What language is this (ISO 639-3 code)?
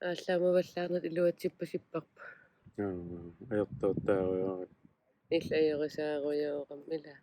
kal